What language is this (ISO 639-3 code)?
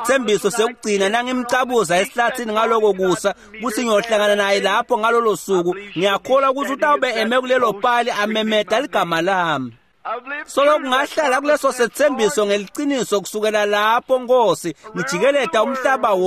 ssw